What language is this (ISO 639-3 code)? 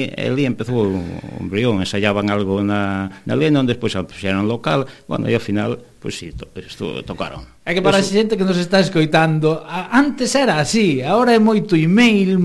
glg